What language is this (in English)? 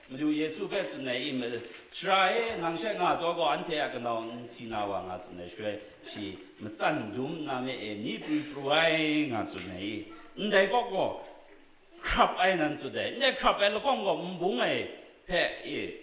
Kachin